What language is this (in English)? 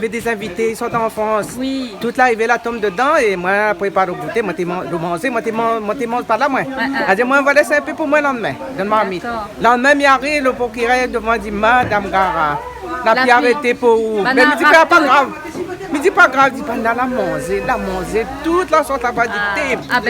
Réunion Creole French